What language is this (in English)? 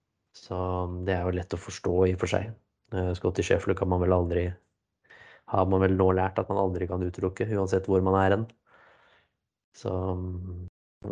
Norwegian